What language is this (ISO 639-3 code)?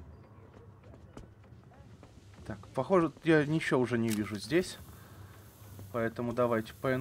rus